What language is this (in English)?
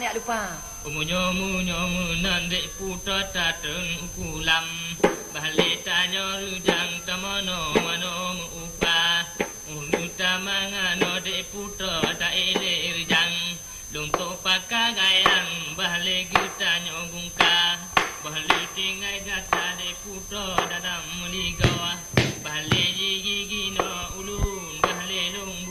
Achinese